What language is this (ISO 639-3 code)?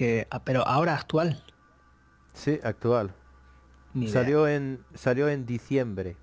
spa